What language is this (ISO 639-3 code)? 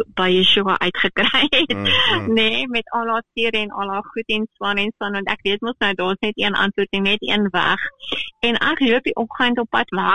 afr